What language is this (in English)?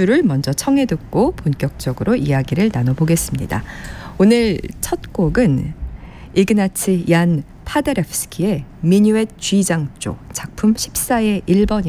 Korean